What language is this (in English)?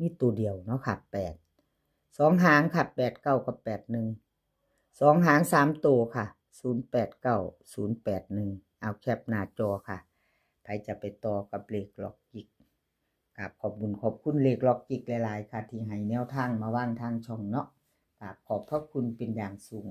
Northeastern Thai